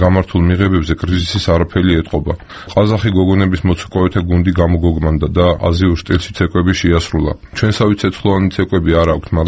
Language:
Georgian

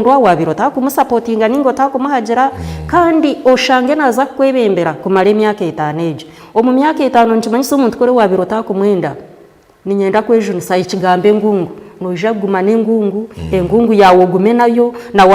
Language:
Nyankole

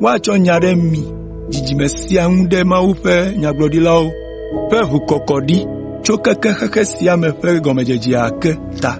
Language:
Ewe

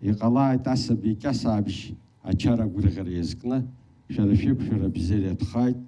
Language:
Abkhazian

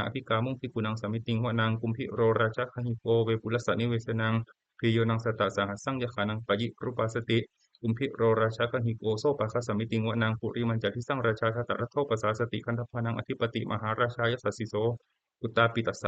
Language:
Pali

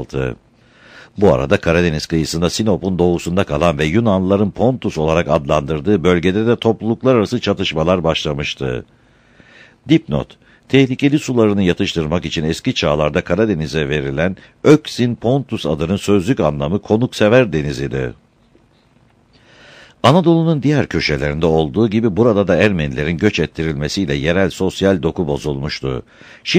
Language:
Turkish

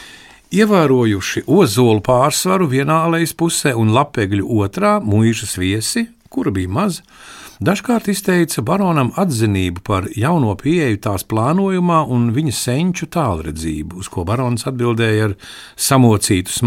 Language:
Latvian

